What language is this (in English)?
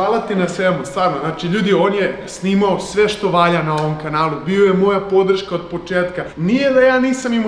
Serbian